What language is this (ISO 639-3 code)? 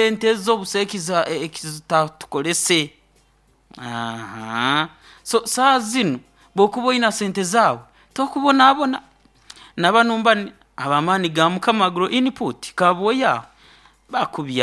nyo